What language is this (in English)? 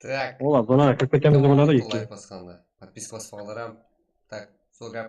Kara-Kalpak